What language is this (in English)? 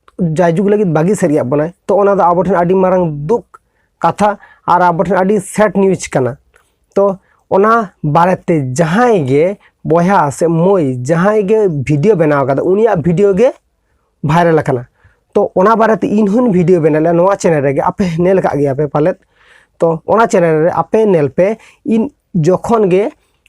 Santali